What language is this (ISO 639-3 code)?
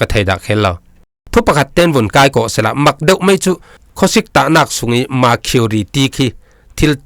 cfm